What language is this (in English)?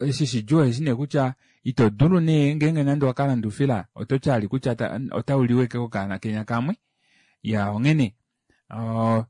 Kuanyama